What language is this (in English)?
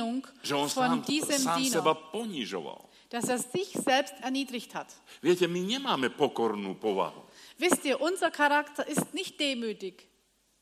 Slovak